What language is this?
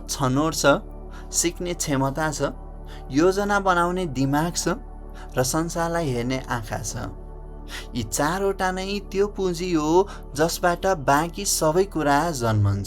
Nepali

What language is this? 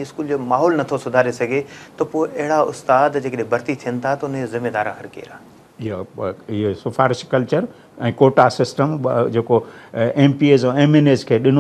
Sindhi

